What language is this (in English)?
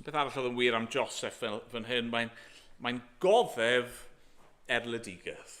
Welsh